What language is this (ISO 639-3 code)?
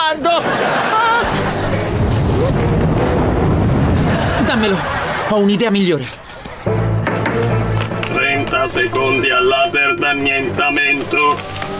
ita